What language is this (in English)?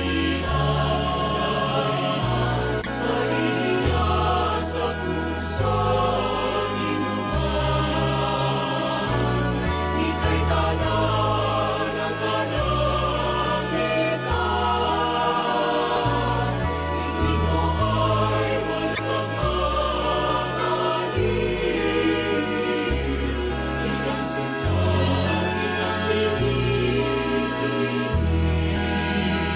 Filipino